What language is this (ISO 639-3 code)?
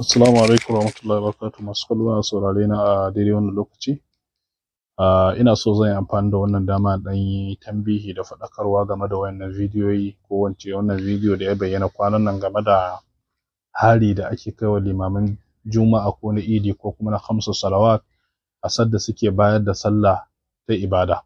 hau